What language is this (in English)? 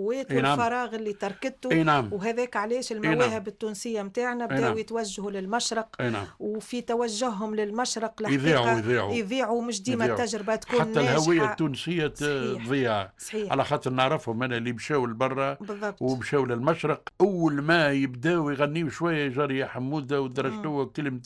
Tunisian Arabic